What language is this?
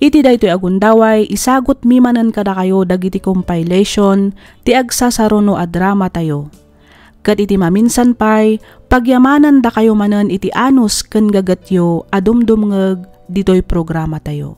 Iloko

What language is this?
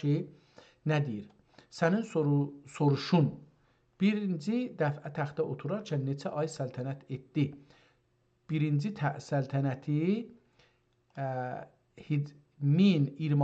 South Azerbaijani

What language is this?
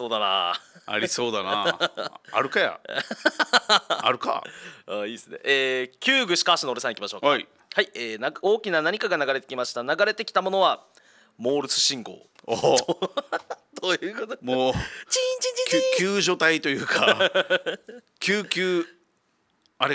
Japanese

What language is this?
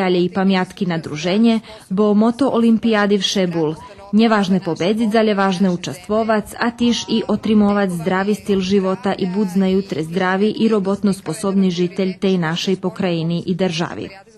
Rusyn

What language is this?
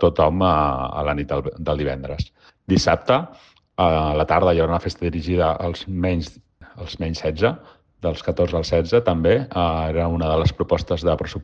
Catalan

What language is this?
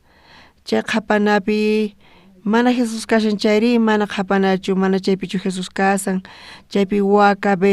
South Bolivian Quechua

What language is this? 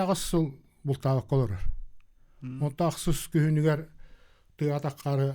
Yakut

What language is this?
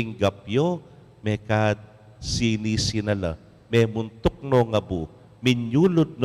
Pampanga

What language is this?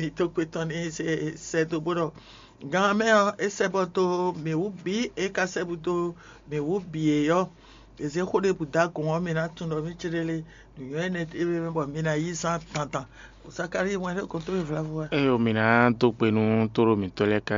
Fon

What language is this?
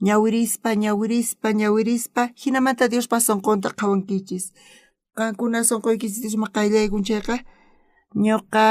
South Bolivian Quechua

